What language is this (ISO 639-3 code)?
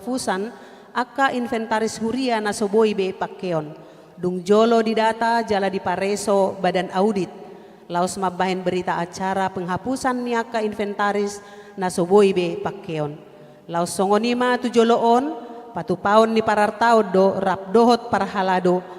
bbc